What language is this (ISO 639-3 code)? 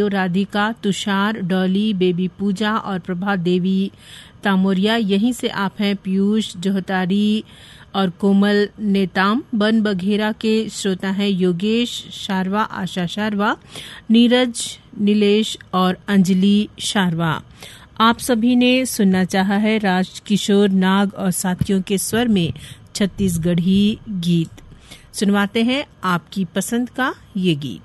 hin